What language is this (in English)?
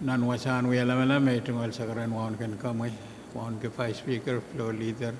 Pohnpeian